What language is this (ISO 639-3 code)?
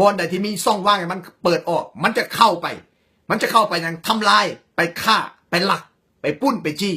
lao